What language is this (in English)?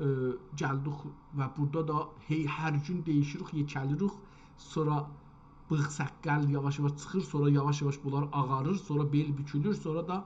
South Azerbaijani